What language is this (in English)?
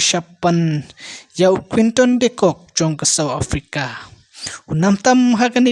Khasi